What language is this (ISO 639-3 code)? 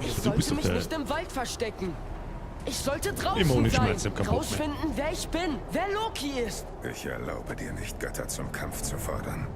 bar